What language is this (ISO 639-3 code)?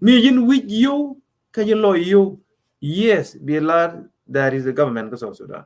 nus